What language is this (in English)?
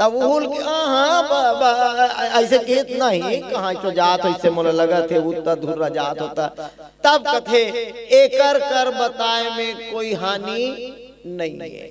Chhattisgarhi